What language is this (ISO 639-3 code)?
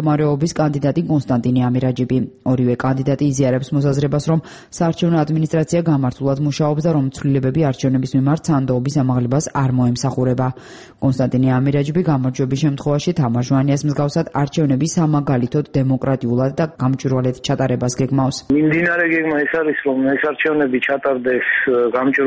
kat